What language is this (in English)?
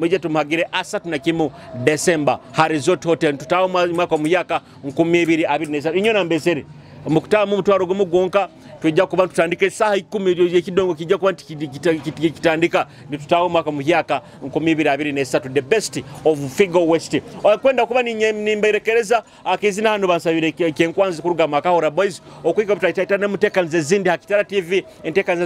Nyoro